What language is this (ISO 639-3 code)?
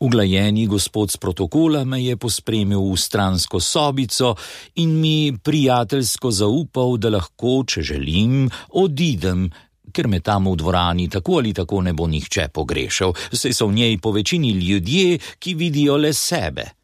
slv